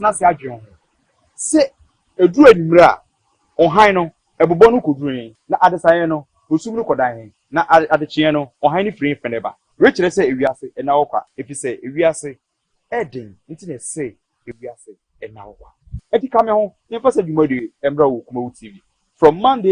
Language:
Akan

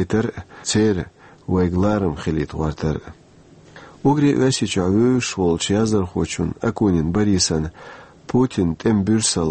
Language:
Chechen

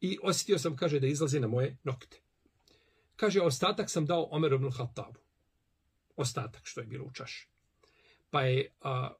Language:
Bosnian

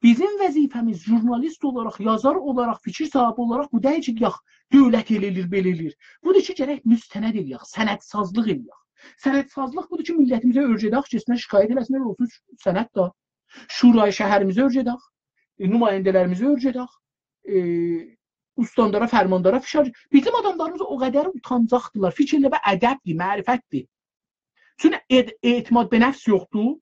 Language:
South Azerbaijani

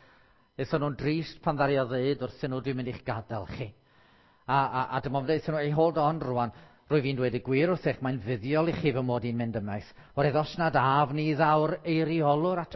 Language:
Welsh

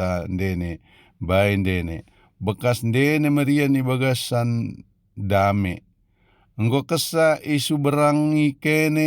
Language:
Batak Dairi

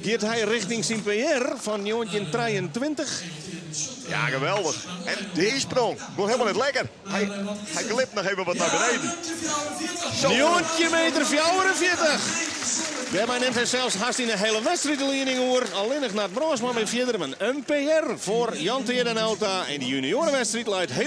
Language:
Western Frisian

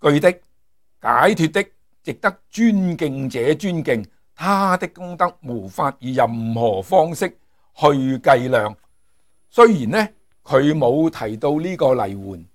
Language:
Cantonese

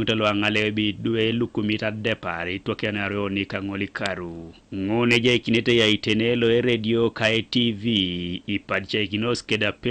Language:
Teso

